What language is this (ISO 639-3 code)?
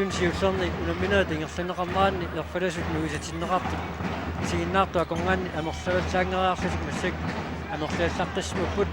kal